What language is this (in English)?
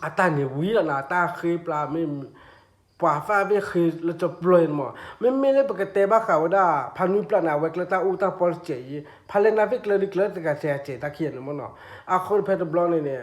S'gaw Karen